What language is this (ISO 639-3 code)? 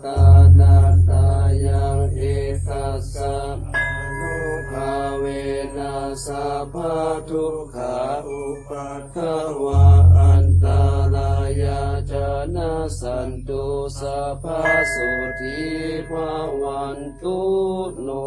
pli